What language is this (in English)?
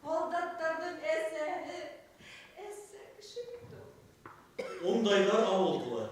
Bashkir